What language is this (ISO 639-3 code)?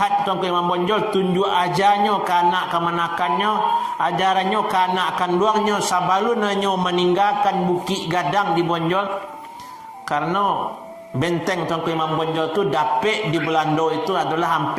min